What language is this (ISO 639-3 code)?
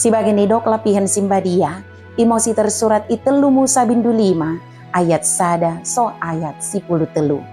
btd